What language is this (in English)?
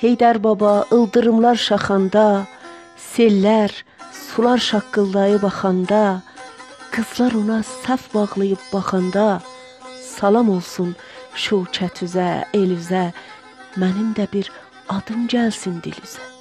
South Azerbaijani